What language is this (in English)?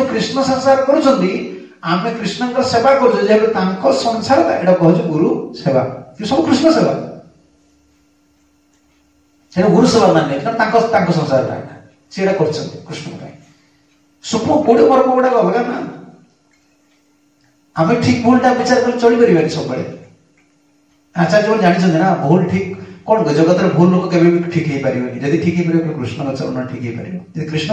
Odia